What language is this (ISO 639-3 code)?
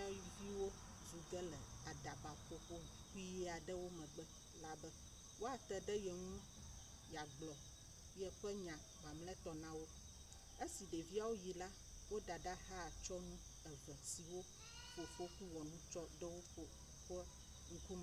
ewe